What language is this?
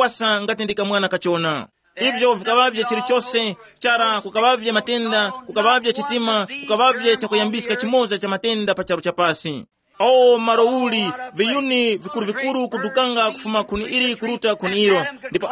Tumbuka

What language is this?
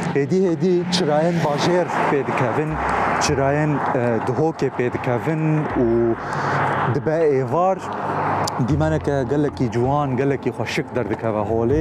Kurdish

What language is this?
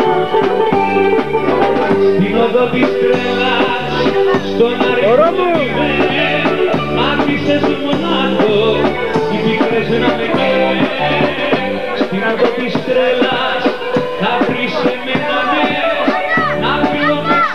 Greek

